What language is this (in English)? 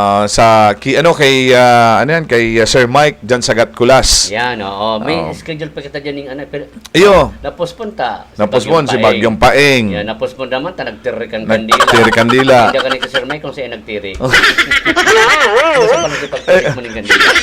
Bikol